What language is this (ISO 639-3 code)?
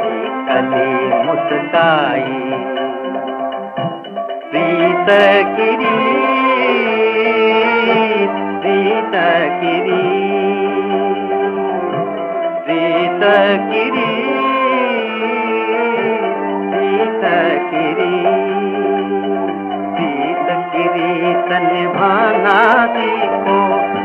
hin